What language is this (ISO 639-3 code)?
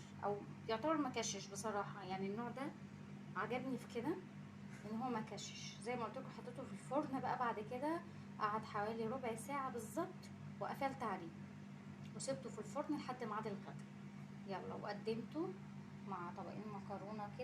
arz